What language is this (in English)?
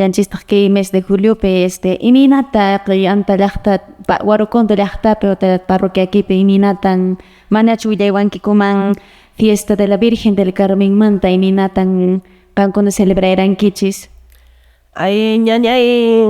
Quechua